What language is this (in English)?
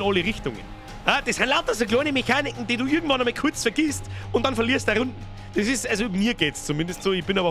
Bavarian